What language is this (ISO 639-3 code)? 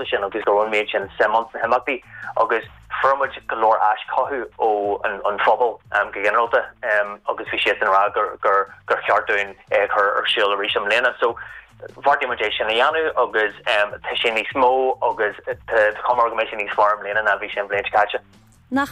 gle